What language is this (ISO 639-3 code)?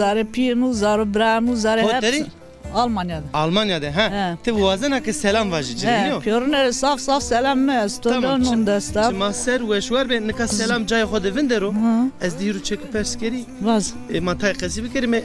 zza